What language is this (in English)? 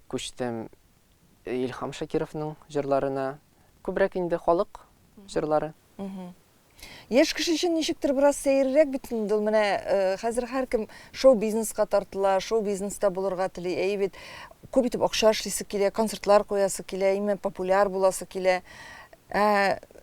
Tatar